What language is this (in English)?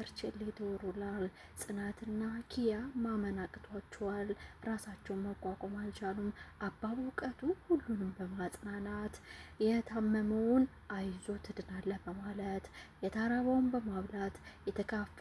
Amharic